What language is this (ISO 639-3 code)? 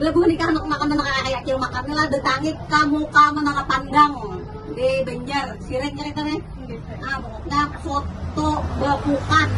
bjn